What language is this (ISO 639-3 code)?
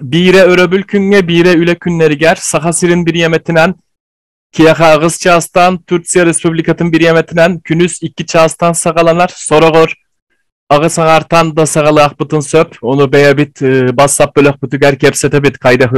sah